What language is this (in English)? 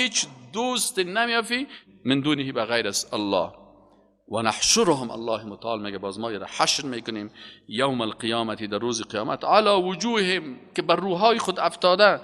Persian